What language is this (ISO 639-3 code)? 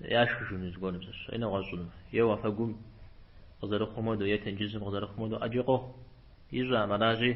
kbd